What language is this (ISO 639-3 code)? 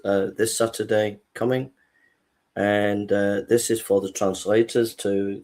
eng